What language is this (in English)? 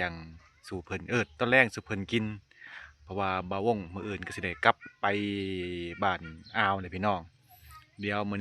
Lao